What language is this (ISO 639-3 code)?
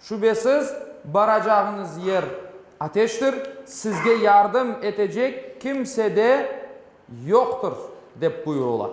crh